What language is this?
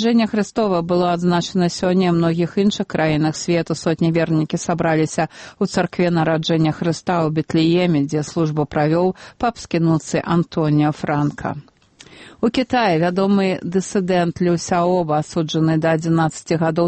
Belarusian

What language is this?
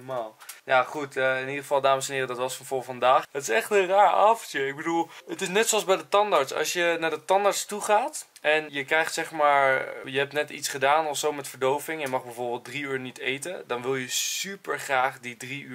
Dutch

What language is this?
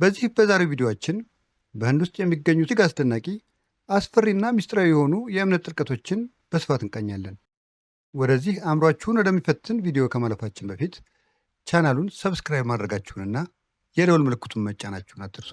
Amharic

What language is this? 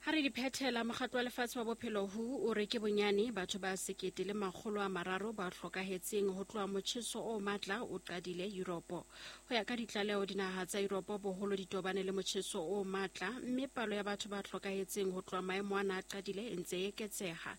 Southern Sotho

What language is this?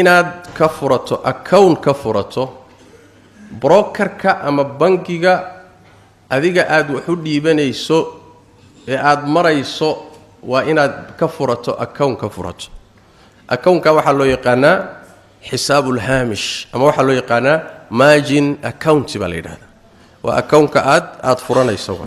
Somali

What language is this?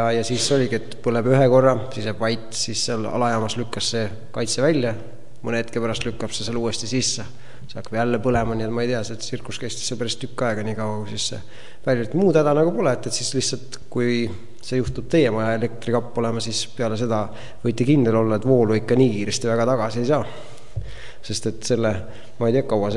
Estonian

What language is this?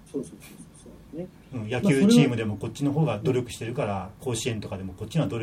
Japanese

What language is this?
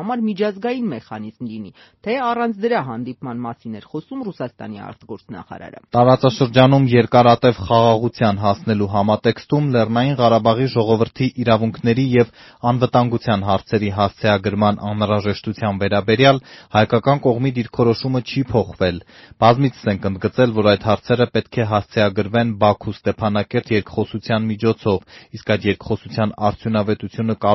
Armenian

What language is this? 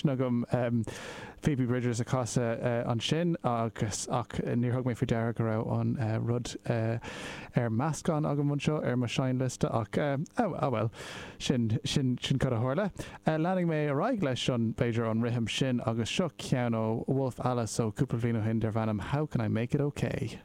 Irish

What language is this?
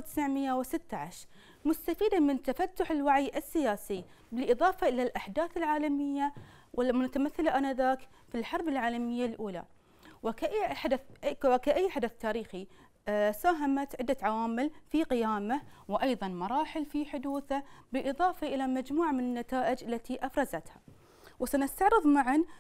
Arabic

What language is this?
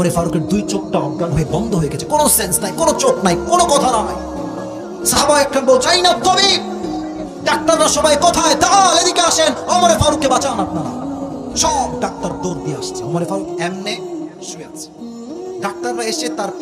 Bangla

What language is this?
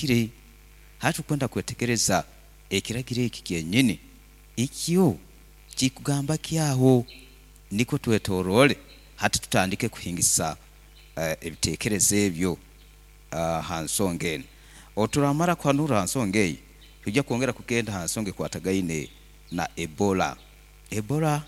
Nyoro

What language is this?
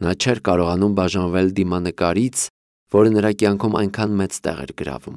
Armenian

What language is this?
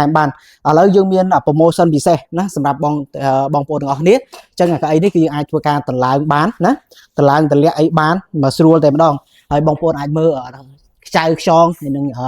Khmer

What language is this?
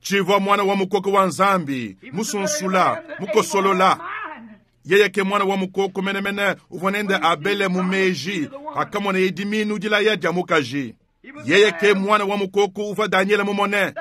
Luba-Lulua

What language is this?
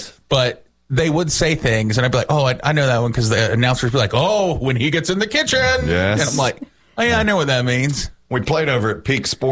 English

